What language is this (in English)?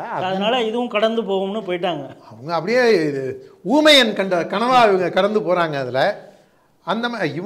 Tamil